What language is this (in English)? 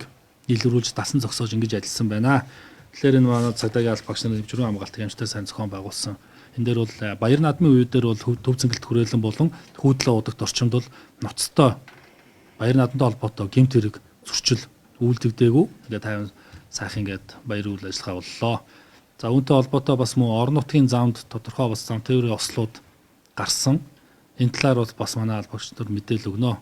Mongolian